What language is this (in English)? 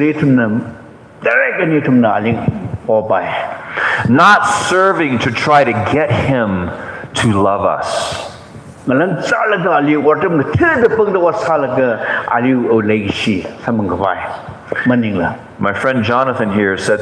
Tangkhul Naga (India)